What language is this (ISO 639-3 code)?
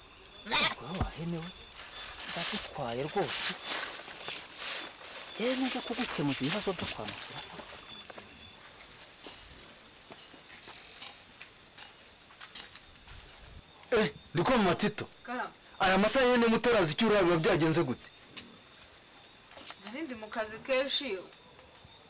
kin